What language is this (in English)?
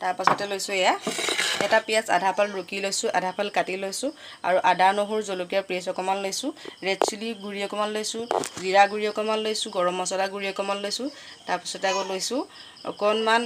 Assamese